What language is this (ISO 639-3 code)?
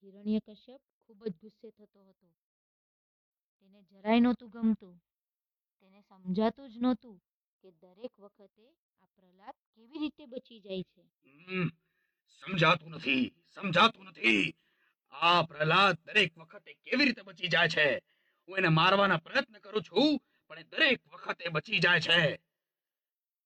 guj